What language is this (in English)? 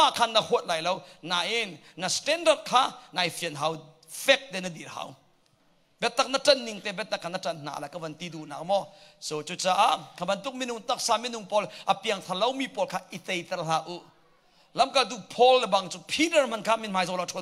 Hakha Chin